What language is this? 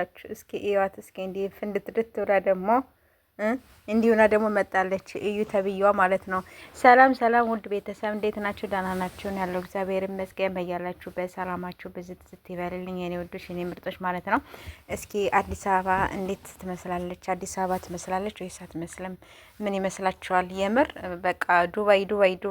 Amharic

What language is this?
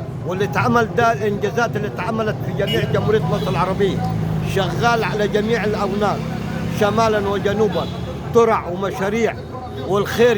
Egyptian Arabic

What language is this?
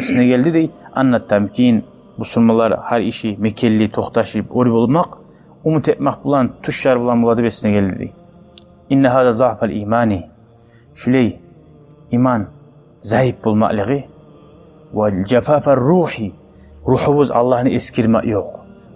Kumyk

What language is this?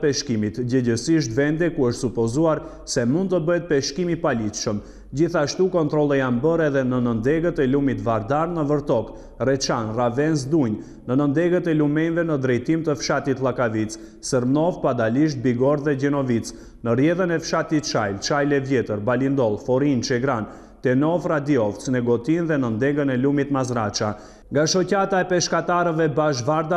Albanian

